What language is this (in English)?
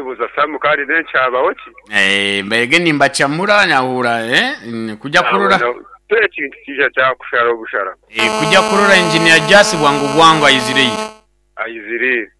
Nyankole